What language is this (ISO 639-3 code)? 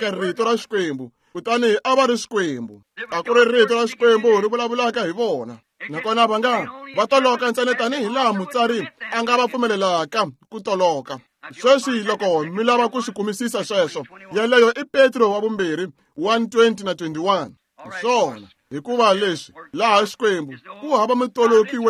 tso